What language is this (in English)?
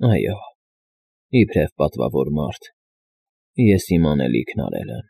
Armenian